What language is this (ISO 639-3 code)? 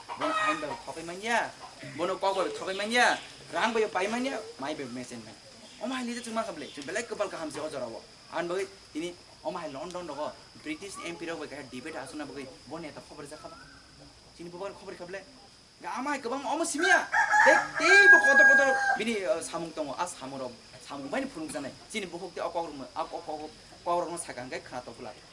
trp